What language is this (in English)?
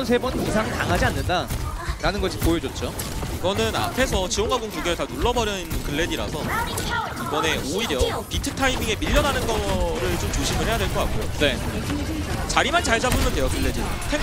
Korean